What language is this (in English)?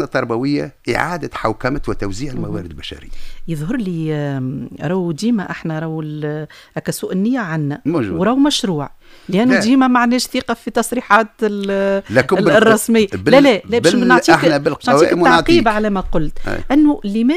Tunisian Arabic